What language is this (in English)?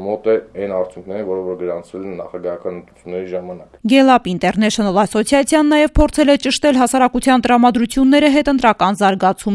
Armenian